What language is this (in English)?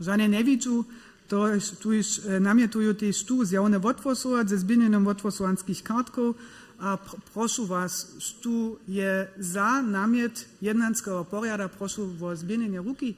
Upper Sorbian